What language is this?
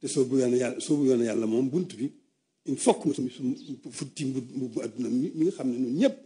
Wolof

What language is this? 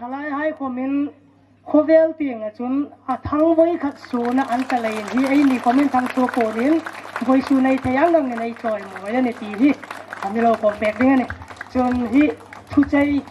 Hmar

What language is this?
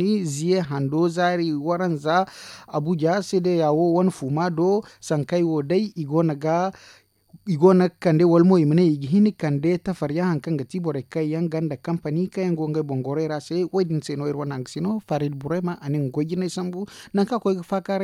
Zarma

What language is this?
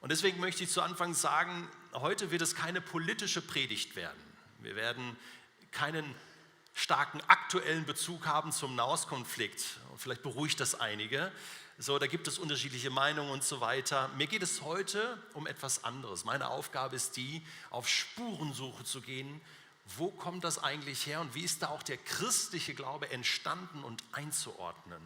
Swiss German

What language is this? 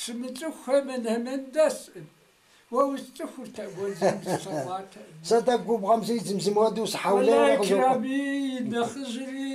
Kabardian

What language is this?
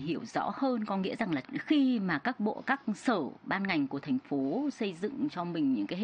Vietnamese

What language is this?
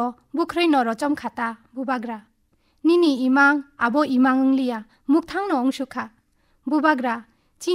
Kok Borok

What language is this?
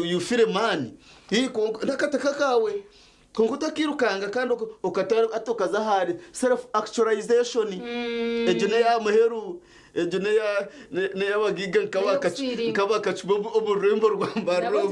Nyankole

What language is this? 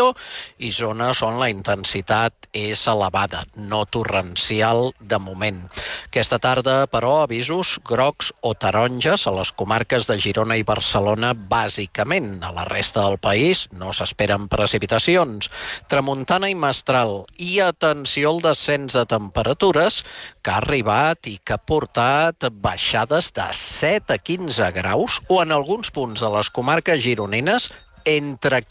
Catalan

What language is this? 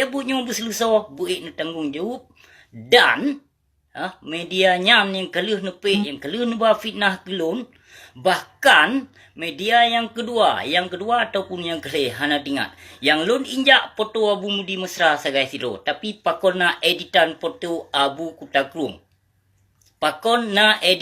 Achinese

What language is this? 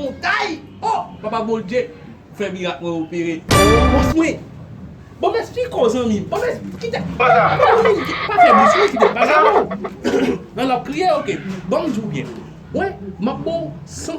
Haitian Creole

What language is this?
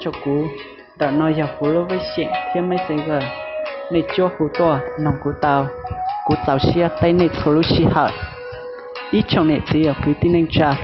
Hmong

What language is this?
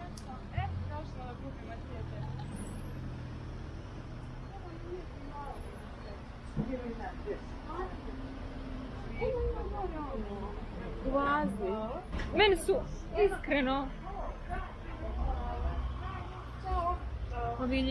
Bosnian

